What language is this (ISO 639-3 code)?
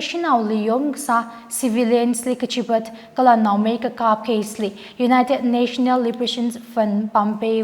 nmf